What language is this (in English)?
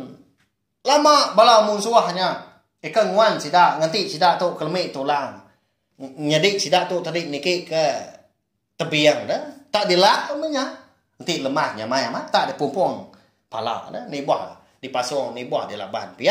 Iban